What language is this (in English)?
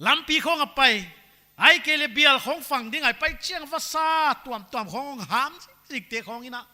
Paite Chin